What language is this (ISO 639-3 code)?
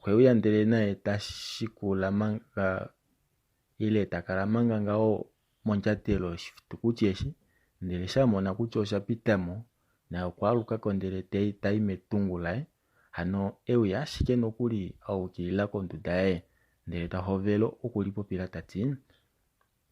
kua